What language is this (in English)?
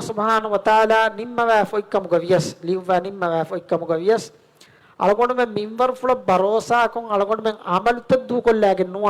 Divehi